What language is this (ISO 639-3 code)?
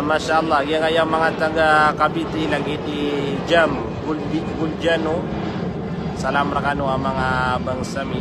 mrw